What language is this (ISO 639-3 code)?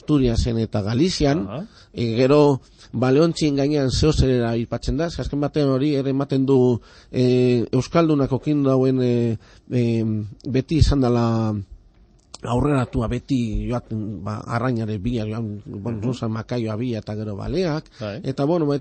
eus